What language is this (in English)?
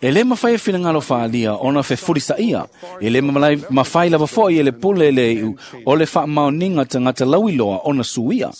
Samoan